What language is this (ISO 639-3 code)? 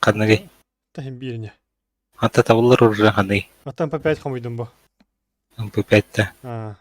sah